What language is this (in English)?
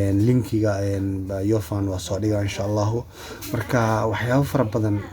Somali